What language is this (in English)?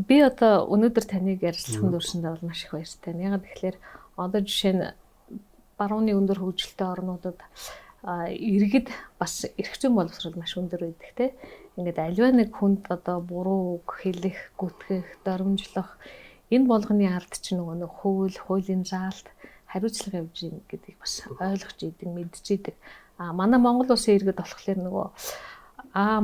Mongolian